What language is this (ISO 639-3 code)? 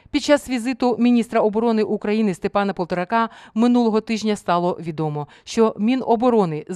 ukr